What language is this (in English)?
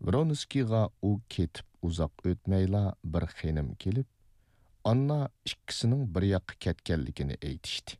Uyghur